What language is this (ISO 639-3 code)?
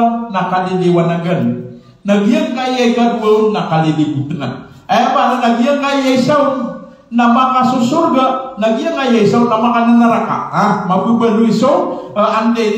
mrw